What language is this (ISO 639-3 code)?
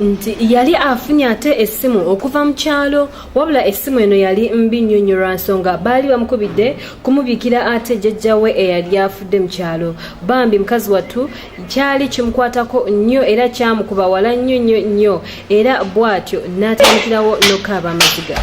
lug